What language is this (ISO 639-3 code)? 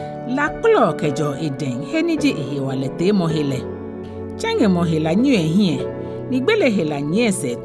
gaa